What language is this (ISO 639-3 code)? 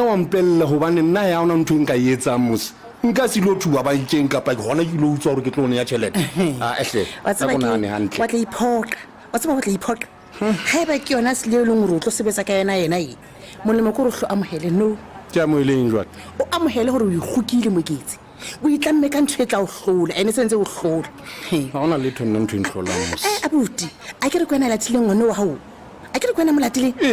sot